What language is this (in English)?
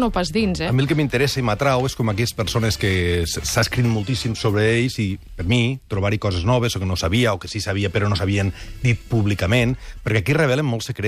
Catalan